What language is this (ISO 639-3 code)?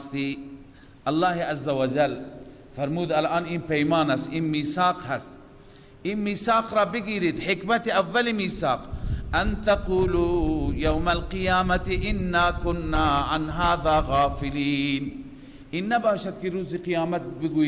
fas